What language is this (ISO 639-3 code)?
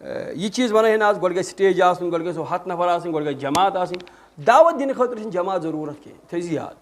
kas